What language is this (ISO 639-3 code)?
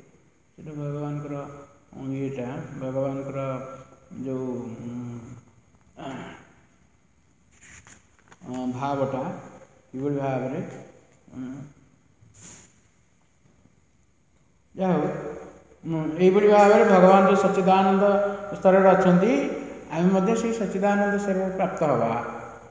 ori